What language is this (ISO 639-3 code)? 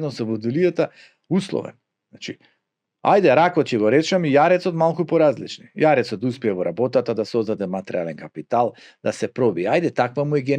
mkd